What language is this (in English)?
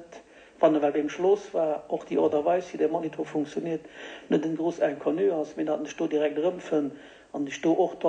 Luxembourgish